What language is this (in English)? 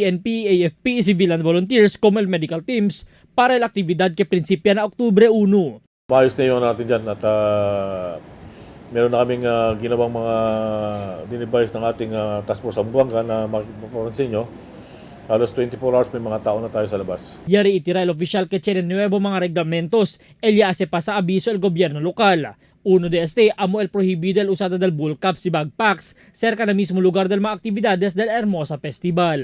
Chavacano